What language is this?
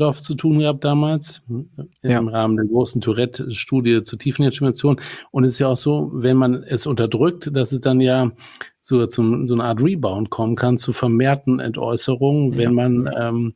German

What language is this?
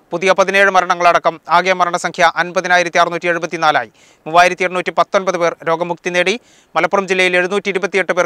Malayalam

